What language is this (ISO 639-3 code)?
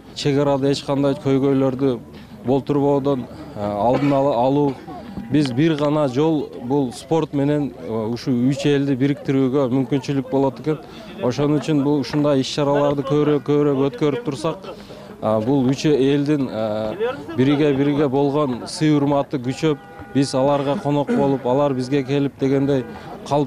kir